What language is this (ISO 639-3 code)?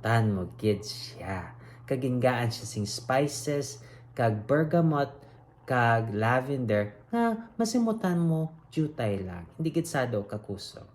hil